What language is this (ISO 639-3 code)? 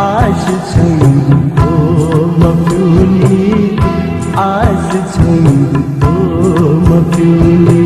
new